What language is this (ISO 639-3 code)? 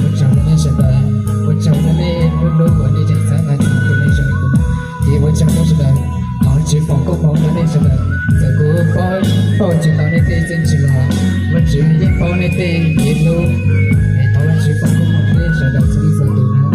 hmn